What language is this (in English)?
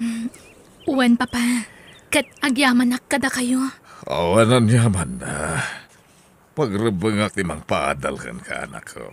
Iloko